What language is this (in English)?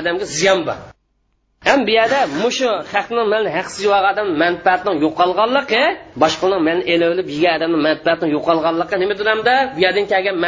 Uyghur